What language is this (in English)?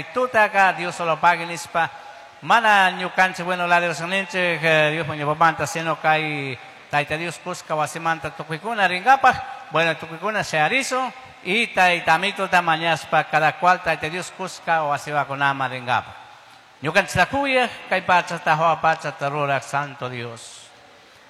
Chimborazo Highland Quichua